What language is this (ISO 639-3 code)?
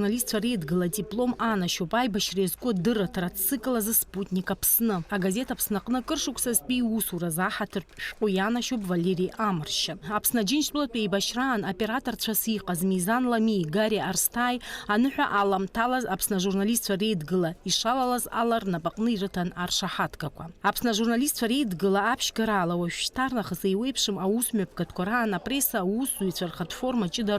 abk